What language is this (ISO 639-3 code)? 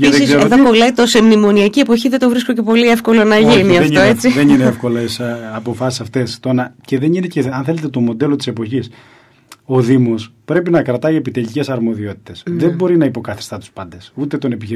ell